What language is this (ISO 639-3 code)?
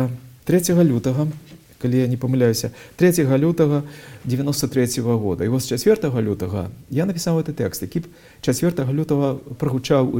bel